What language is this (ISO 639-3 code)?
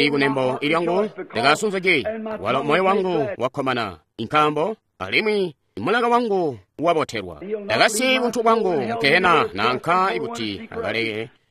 toi